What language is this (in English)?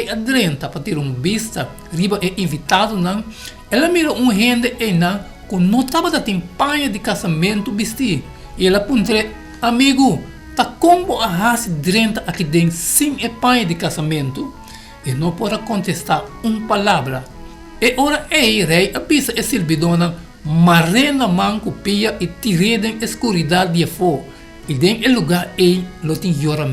Papiamento